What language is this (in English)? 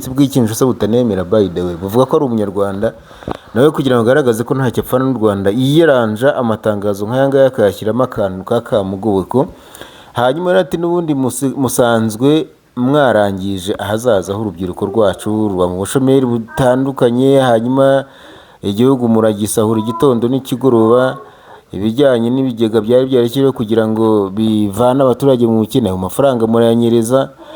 Kinyarwanda